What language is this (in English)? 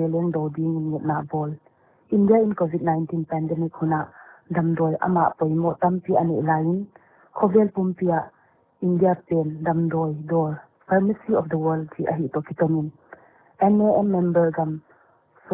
Paite Chin